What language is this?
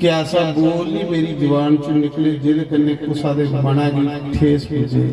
Dogri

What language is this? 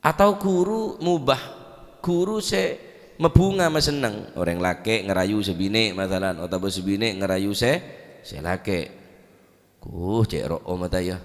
Madurese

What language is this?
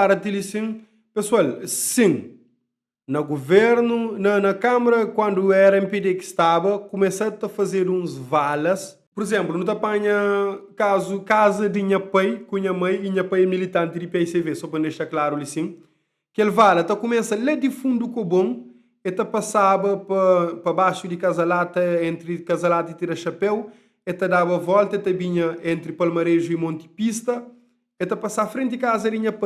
Kabuverdianu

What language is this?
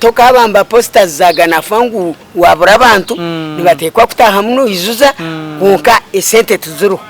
Nyankole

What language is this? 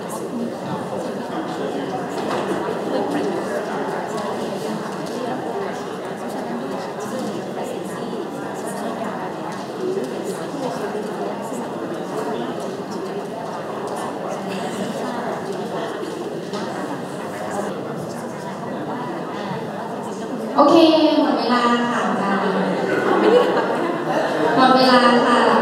Thai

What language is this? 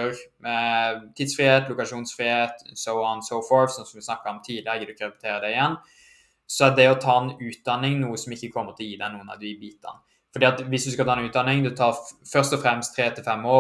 Norwegian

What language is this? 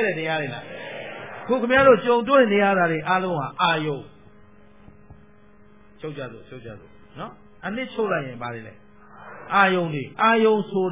Burmese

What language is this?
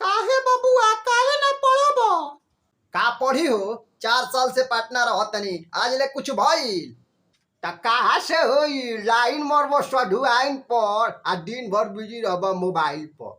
Bhojpuri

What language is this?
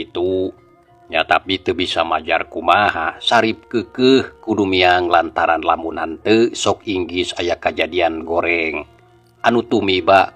Sundanese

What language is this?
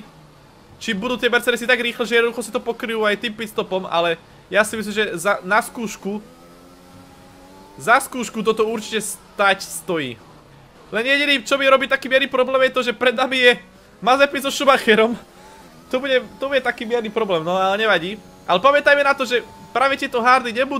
Slovak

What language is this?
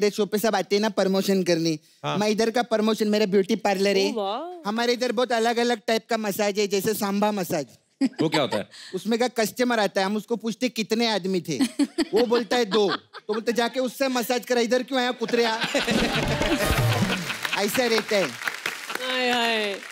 Hindi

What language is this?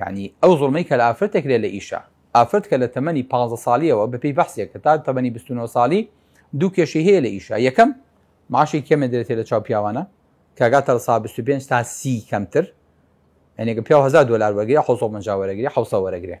Central Kurdish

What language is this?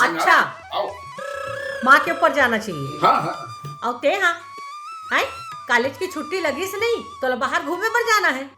Chhattisgarhi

